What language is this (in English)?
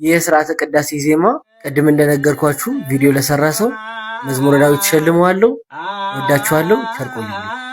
Amharic